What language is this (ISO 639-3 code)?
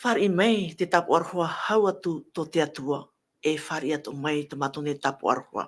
tah